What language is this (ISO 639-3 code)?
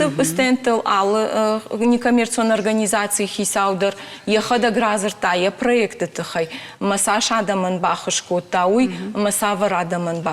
oss